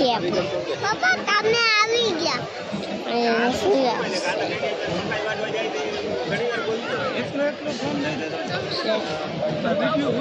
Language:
Gujarati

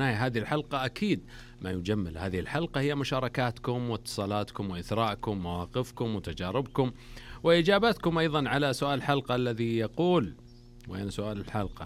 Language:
Arabic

